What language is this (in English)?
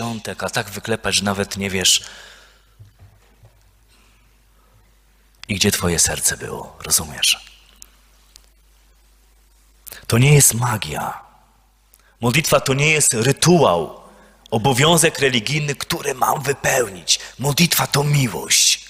Polish